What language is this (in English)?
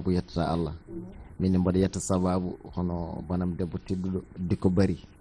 Fula